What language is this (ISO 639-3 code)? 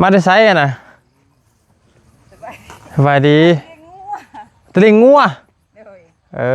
lao